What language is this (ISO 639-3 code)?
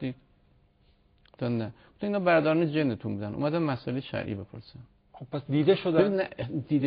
fas